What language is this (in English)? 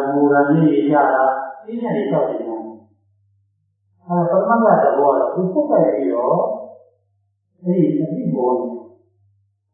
Burmese